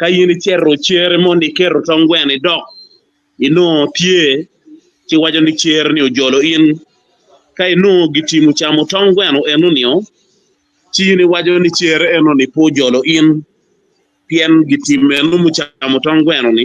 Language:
Acoli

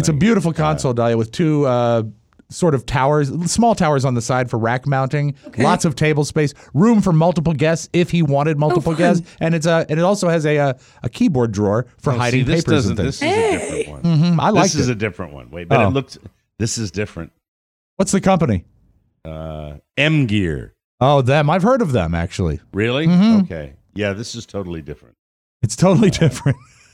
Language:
English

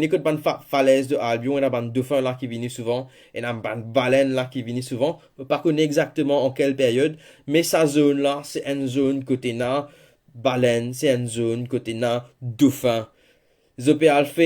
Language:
Morisyen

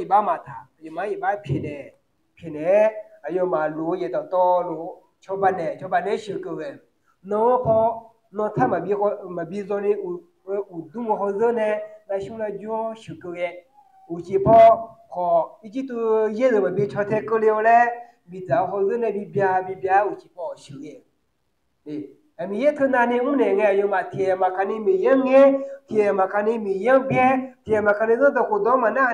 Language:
Akha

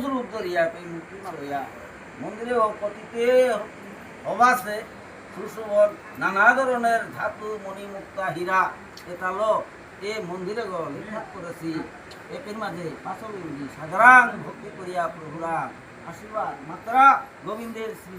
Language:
Bishnupriya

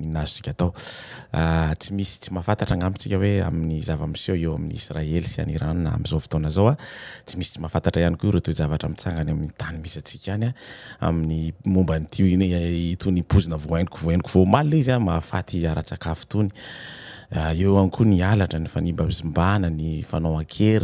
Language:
Malagasy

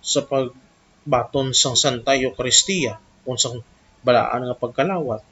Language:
Hiligaynon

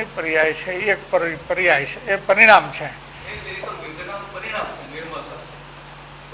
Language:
Gujarati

